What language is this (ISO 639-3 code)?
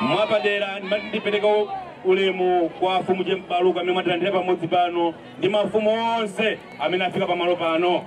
nya